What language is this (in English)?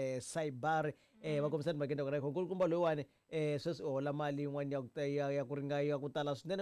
Tsonga